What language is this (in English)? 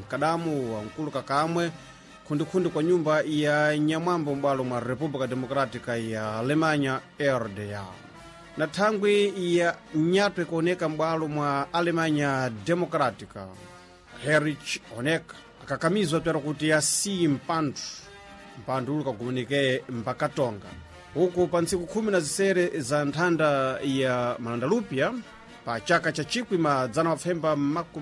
Sena